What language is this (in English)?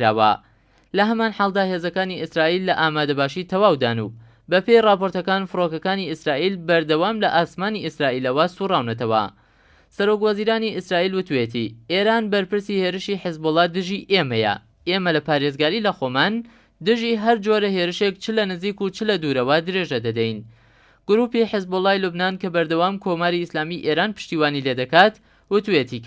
Central Kurdish